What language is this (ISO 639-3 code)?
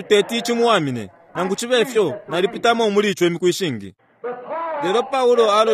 bem